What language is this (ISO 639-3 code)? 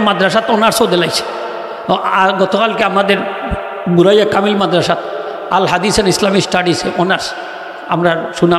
syl